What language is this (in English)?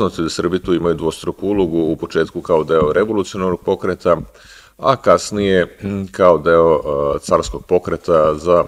Serbian